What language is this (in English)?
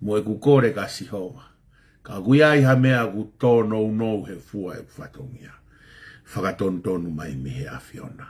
Tongan